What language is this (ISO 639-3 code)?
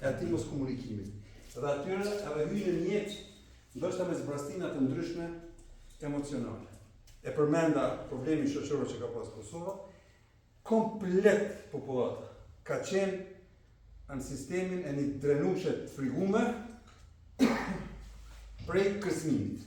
sqi